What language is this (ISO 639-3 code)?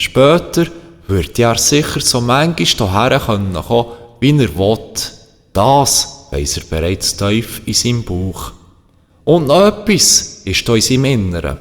gsw